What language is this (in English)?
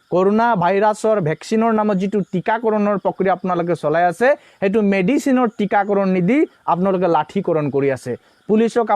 Assamese